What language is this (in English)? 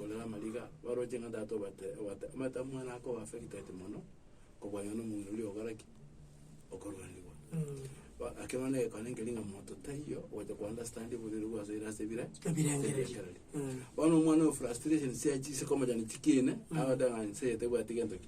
Gusii